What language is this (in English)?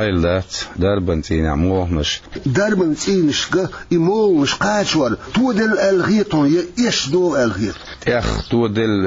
Chechen